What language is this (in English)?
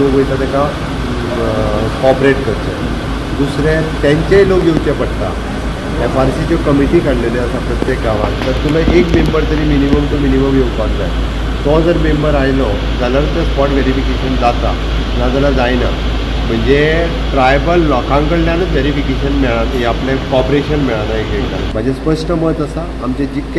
Konkani